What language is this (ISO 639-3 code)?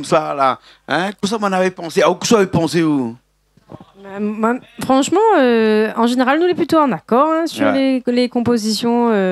rcf